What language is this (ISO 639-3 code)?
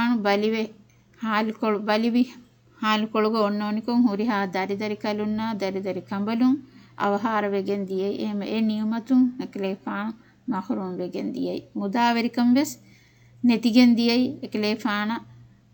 div